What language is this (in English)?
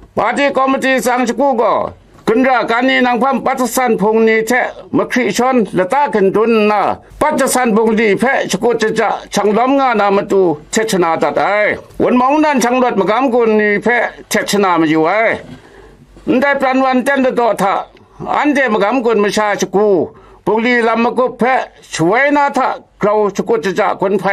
Kachin